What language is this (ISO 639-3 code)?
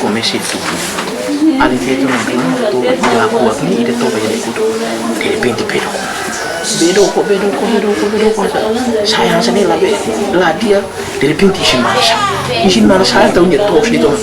tet